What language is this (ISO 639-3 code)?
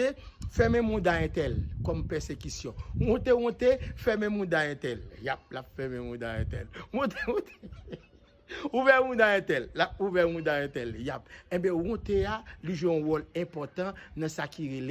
hat